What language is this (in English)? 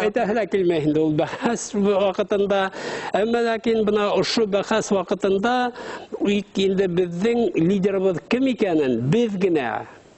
Bashkir